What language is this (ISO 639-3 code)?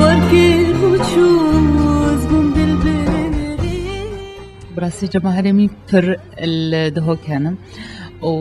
kur